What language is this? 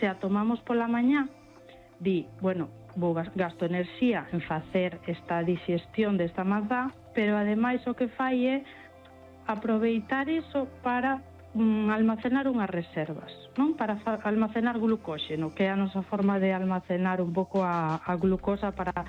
Galician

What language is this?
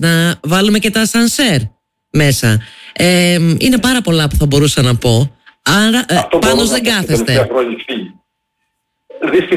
Greek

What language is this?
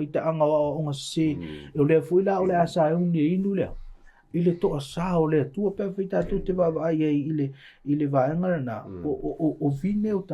Samoan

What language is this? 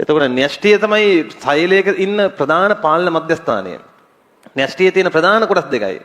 Sinhala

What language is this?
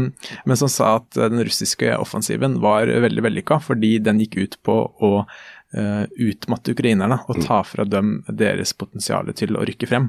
Norwegian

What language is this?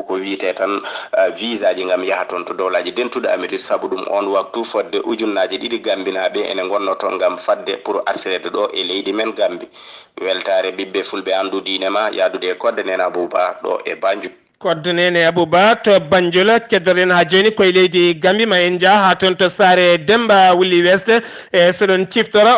Fula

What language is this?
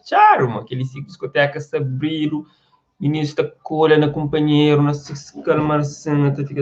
Kabuverdianu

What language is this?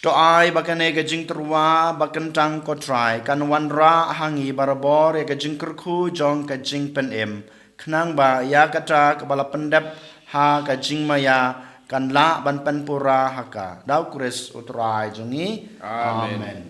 Khasi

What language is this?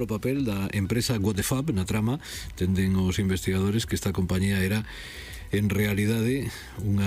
Galician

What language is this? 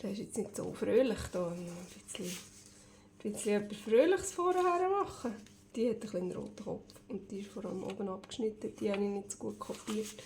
Swiss German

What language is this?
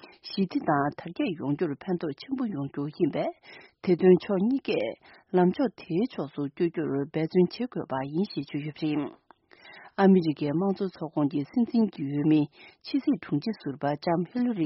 Tibetan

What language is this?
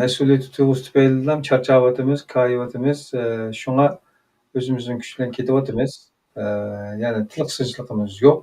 Uyghur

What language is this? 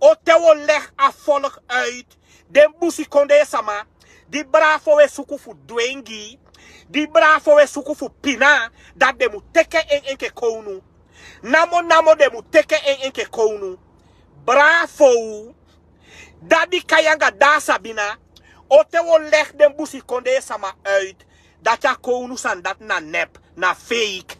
Sranan Tongo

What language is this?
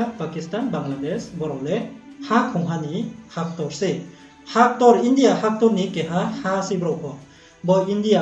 Riang (India)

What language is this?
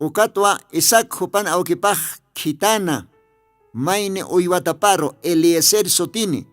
Aymara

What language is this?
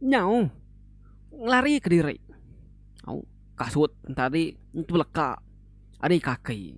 Iban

